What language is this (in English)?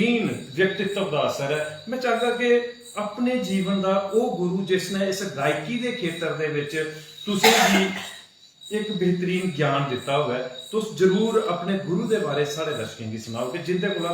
Dogri